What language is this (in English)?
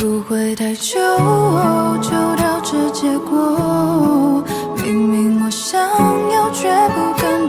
Chinese